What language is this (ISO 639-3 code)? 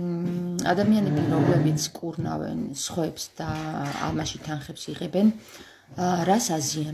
kat